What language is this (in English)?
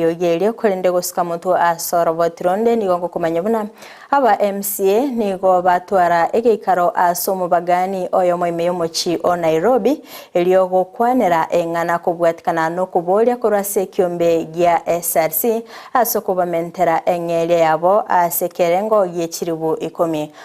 Gusii